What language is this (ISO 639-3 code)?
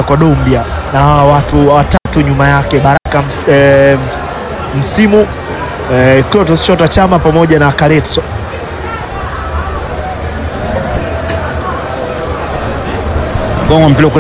swa